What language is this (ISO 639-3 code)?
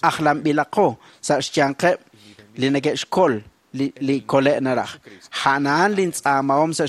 kek